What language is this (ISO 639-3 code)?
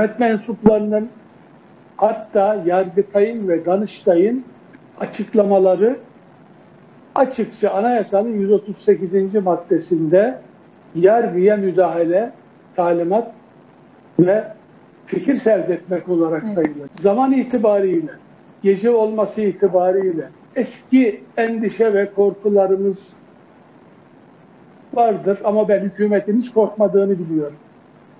tur